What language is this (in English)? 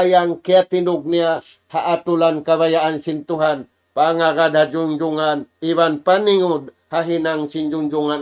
Tausug